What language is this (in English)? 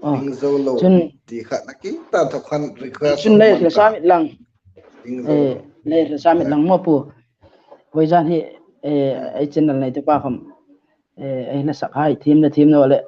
Hmar